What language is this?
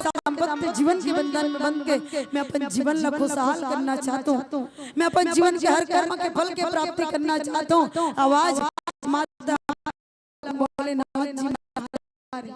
Chhattisgarhi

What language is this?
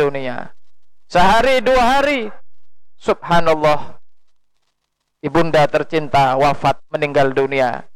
Indonesian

